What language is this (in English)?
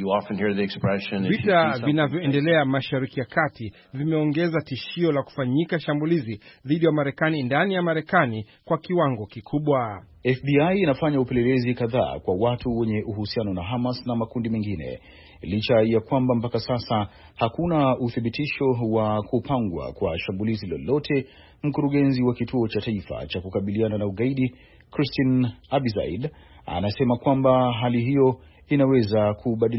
Swahili